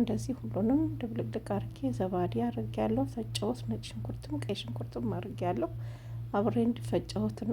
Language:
Amharic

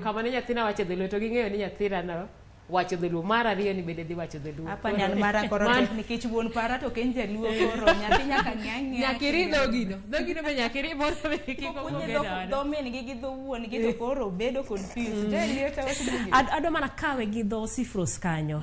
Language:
Luo (Kenya and Tanzania)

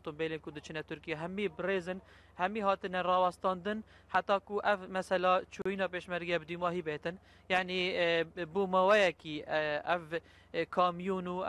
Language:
Kurdish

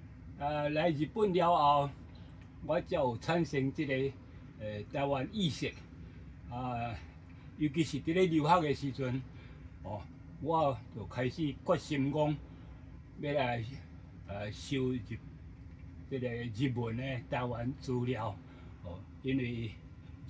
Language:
Min Nan Chinese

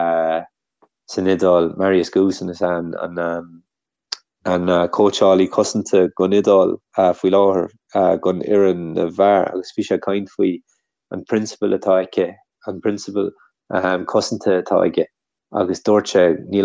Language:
Irish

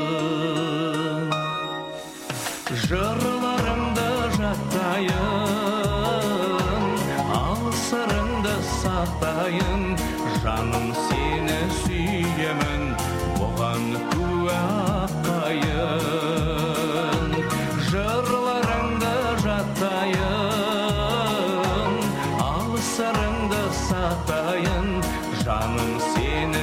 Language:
Kazakh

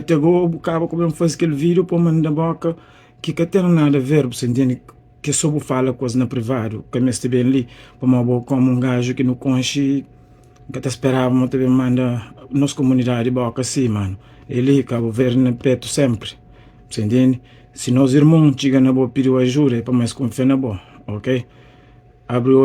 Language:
Kabuverdianu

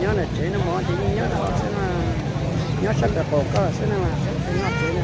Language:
Hmong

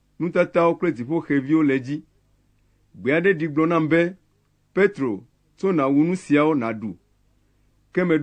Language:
Ewe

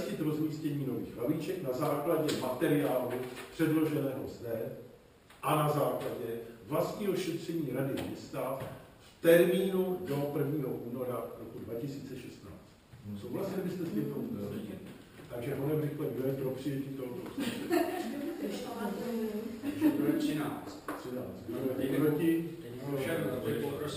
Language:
Czech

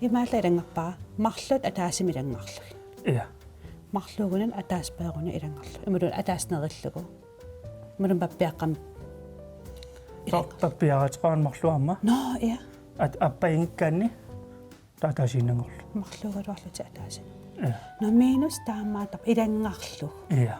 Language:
Kalaallisut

